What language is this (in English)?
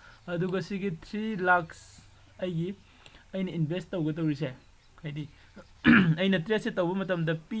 Manipuri